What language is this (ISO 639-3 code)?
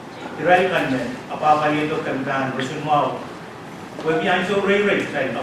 pon